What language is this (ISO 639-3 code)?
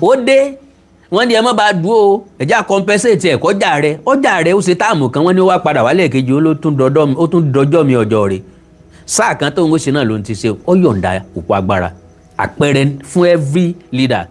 yor